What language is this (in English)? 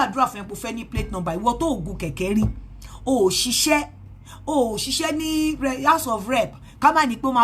Yoruba